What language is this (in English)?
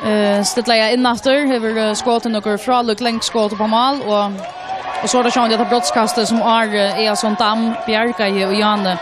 Faroese